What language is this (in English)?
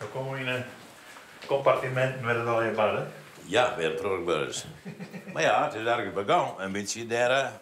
Western Frisian